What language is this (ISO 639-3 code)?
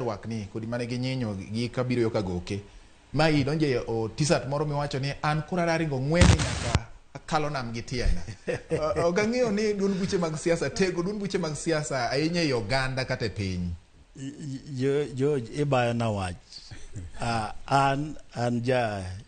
luo